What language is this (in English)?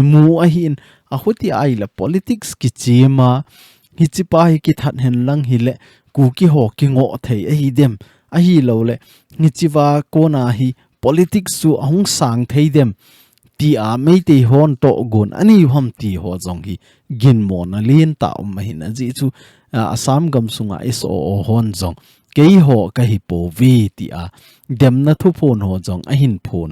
Thado Chin